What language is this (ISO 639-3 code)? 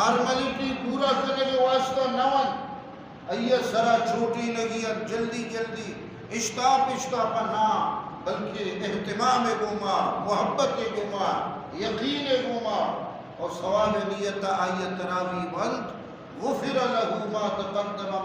bgp